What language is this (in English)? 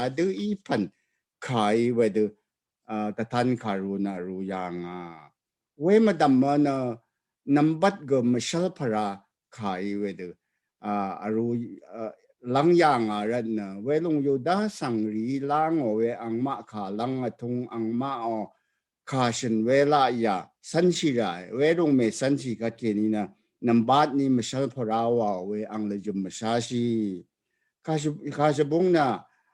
Rawang